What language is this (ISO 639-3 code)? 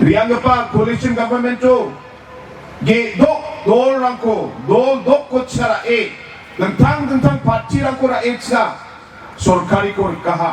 grt